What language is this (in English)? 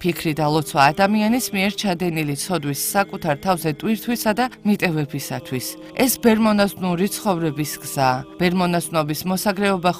Georgian